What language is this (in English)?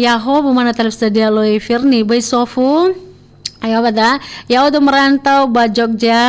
Nias